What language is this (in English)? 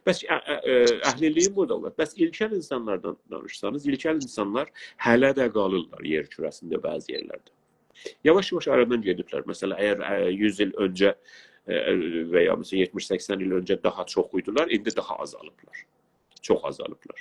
South Azerbaijani